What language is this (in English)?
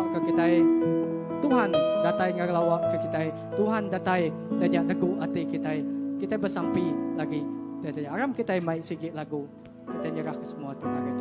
Iban